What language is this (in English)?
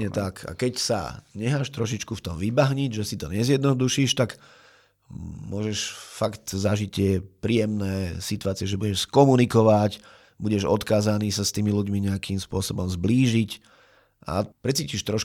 Slovak